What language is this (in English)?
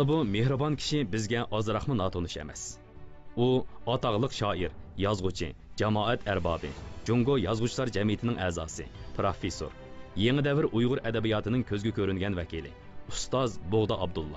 Uyghur